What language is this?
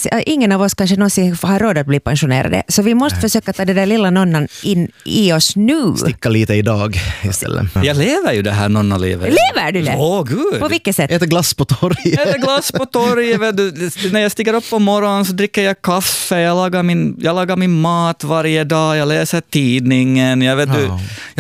Swedish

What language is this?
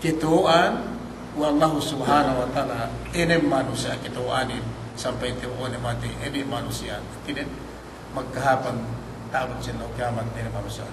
Yakan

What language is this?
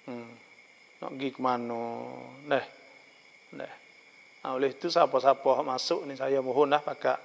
Malay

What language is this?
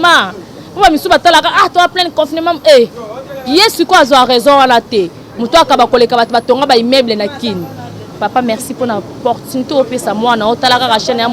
Lingala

